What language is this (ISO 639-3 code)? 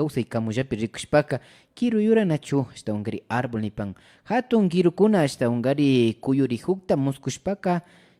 qvi